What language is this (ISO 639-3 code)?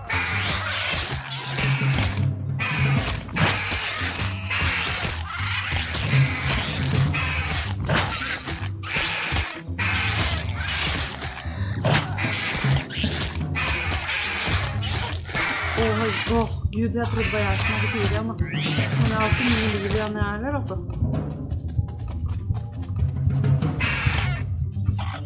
nor